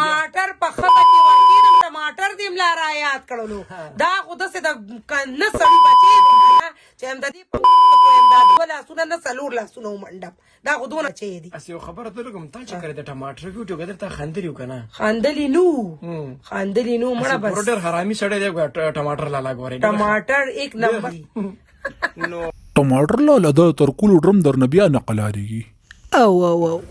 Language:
Pashto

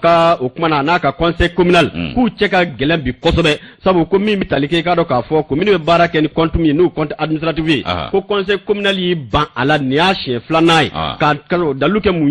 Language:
Bambara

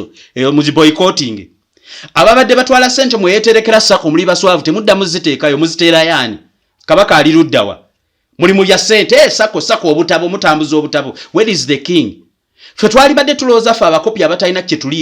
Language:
Ganda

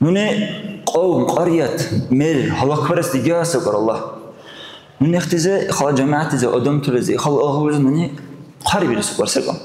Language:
Dargwa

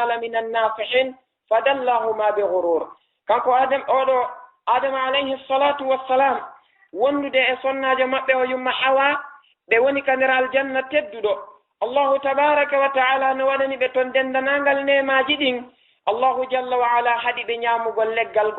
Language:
Fula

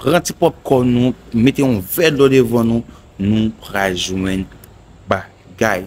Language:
Haitian Creole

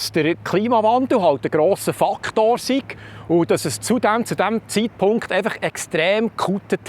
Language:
Swiss German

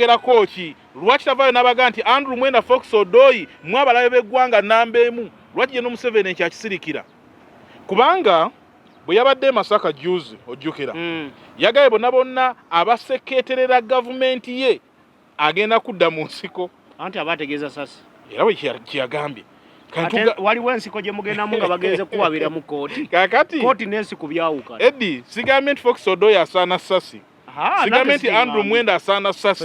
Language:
Ganda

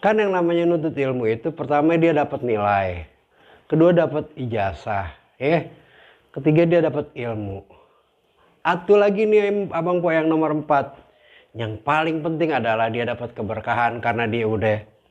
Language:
Betawi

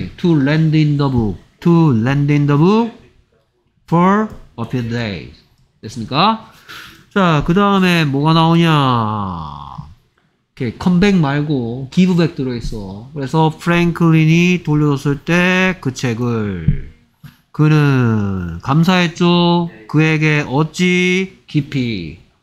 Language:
Korean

